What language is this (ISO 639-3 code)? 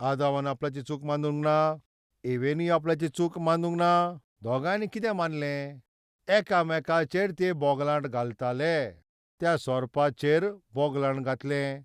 kok